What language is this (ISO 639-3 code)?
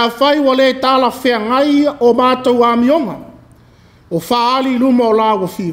smo